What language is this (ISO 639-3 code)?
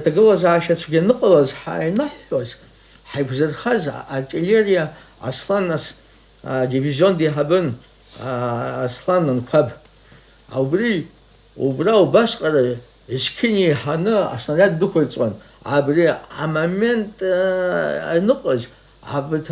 abk